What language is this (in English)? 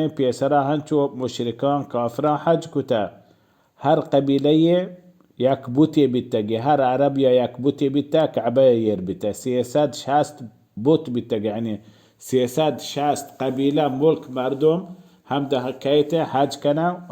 Baluchi